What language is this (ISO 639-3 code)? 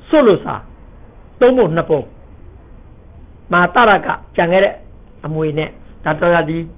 mya